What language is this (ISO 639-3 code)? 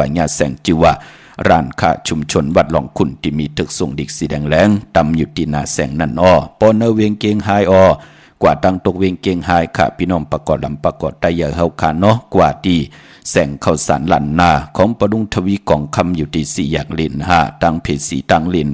shn